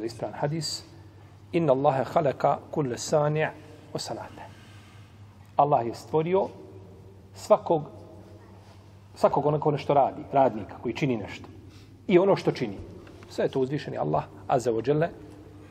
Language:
Bosnian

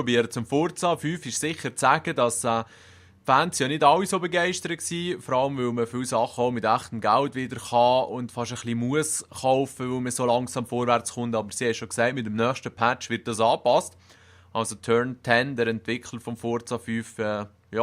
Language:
Swiss German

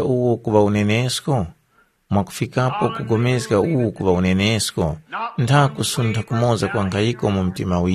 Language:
Tumbuka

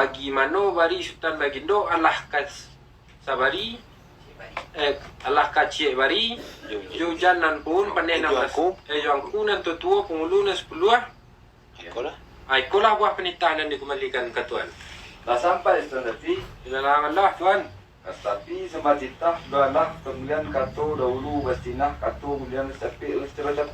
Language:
Minangkabau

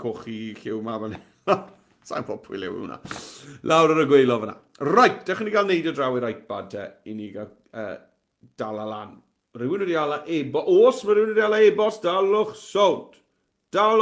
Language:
Welsh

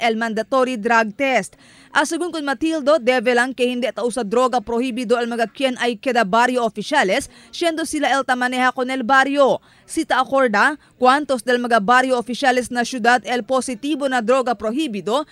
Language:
Chavacano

